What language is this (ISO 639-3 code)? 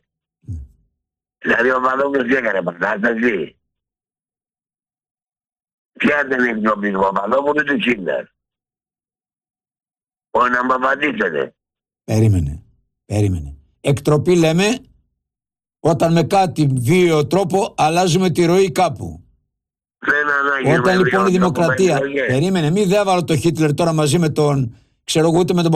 ell